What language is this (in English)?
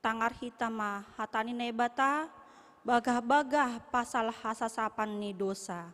Batak Simalungun